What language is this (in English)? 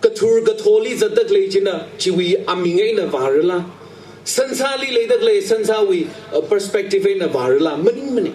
Tangkhul Naga (India)